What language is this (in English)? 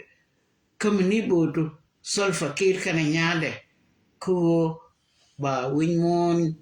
Nuer